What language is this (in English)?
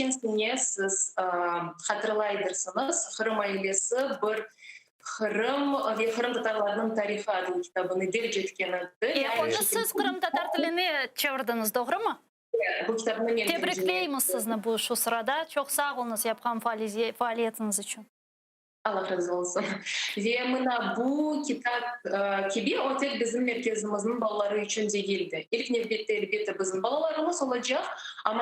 Crimean Tatar